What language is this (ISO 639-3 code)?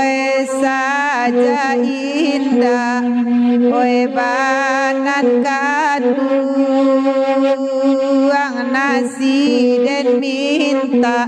min